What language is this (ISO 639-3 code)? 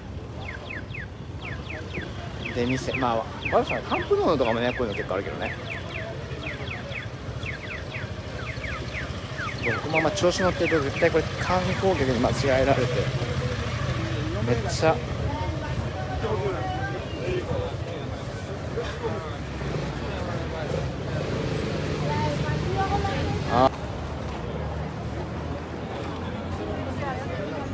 jpn